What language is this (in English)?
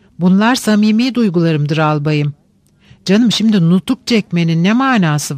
Turkish